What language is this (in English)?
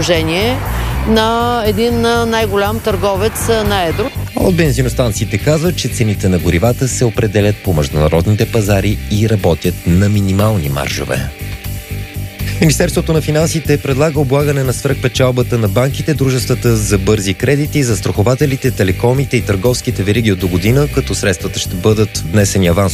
Bulgarian